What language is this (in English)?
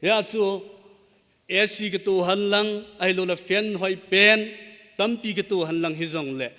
Thado Chin